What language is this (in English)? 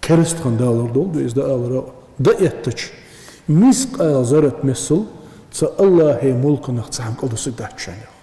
Ingush